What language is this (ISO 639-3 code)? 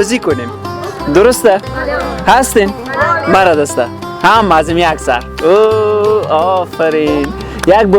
fas